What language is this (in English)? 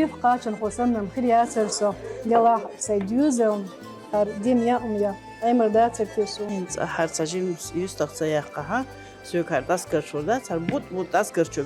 Chechen